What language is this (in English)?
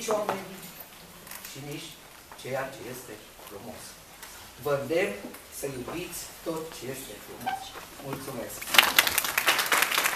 Romanian